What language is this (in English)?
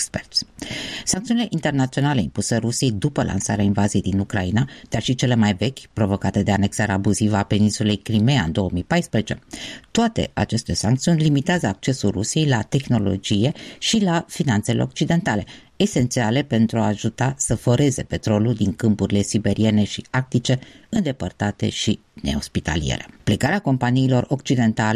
Romanian